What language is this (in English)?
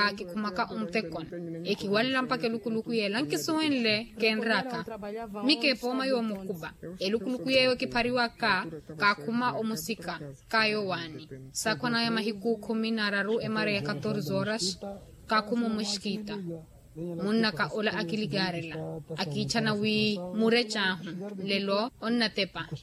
Makhuwa